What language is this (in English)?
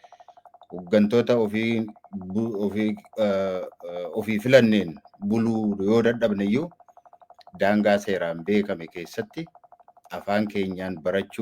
Oromo